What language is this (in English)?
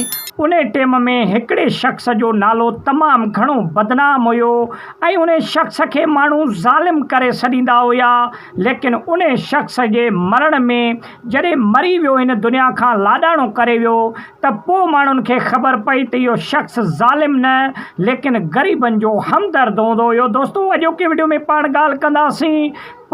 Sindhi